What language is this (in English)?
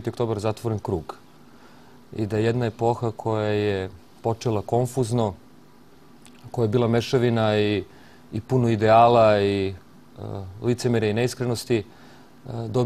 Serbian